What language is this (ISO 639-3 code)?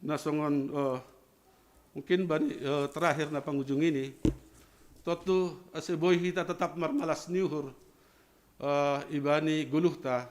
bts